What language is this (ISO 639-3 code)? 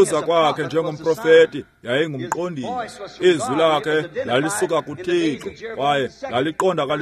xho